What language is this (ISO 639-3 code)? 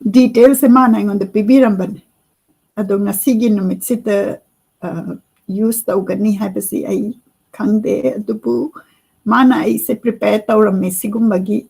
mni